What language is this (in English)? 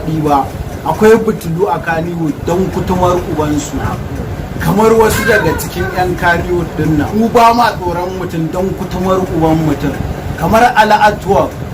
Hausa